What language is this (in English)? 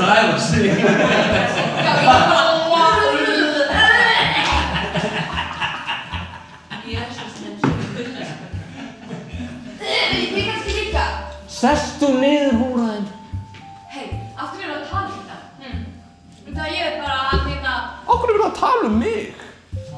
Icelandic